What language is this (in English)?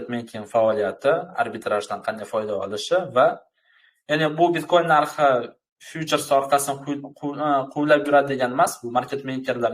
Uzbek